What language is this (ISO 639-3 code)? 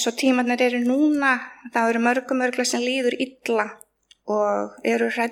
isl